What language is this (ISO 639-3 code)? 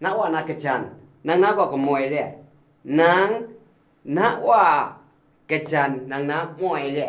kac